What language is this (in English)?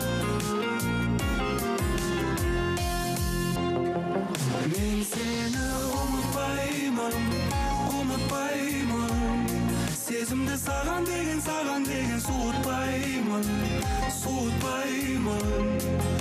Kazakh